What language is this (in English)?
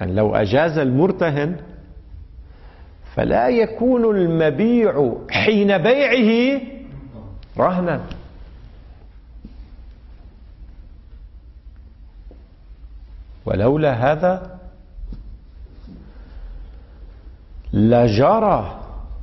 Arabic